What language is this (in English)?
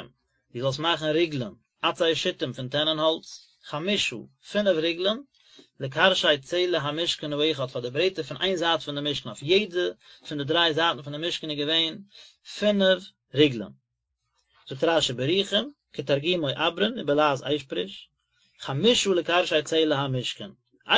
Yiddish